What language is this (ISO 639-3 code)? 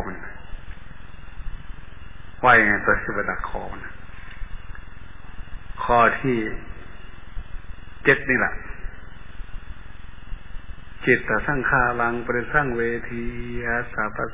tha